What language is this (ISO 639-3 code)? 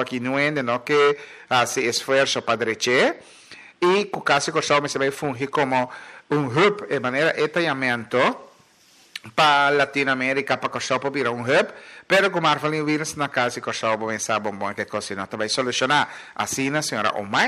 pap